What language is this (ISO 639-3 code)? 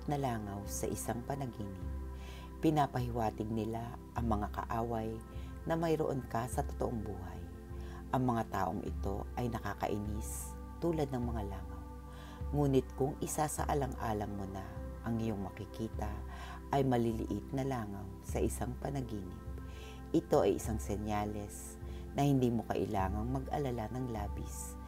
fil